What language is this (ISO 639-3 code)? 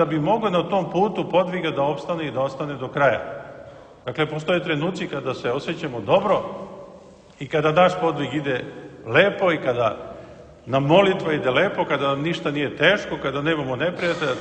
srp